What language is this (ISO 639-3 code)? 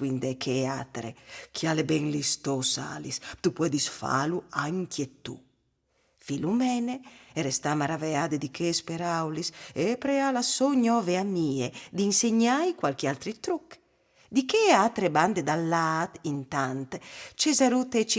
fur